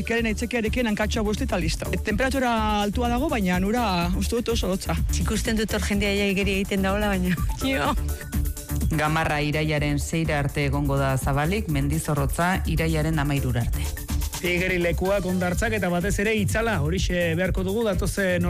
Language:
Basque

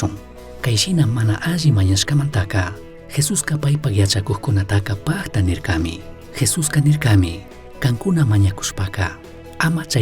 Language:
Chimborazo Highland Quichua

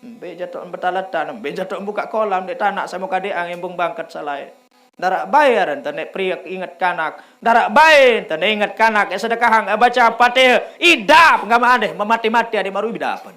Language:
Sasak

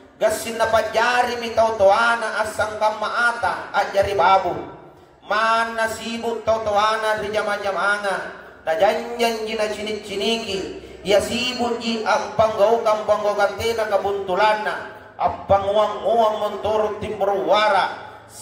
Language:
Makasar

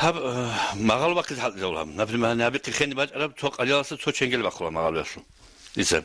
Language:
Avaric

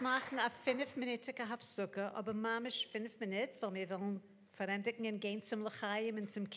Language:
Yiddish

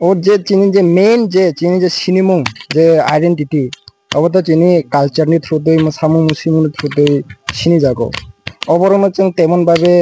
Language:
Kok Borok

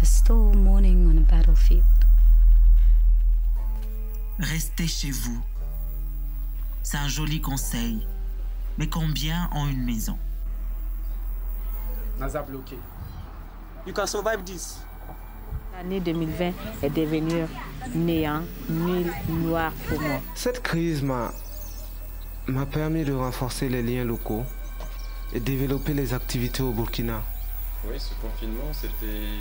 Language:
French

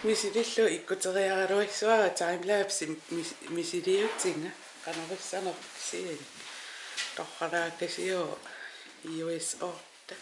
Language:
Kalaallisut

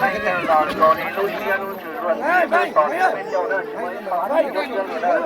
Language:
Hmong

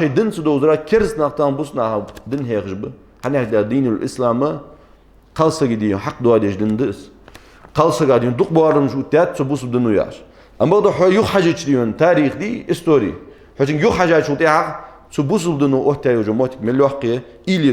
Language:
Ingush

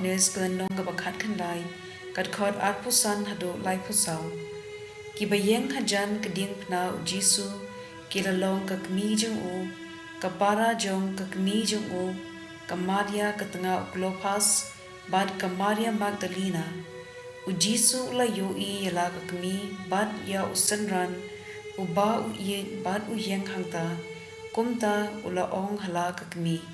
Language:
Khasi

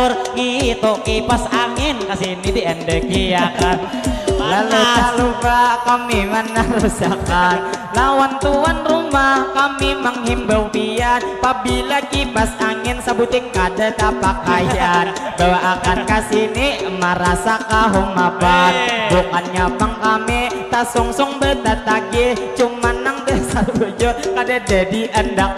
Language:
Banjar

